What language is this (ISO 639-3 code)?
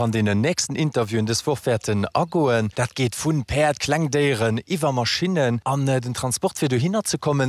ltz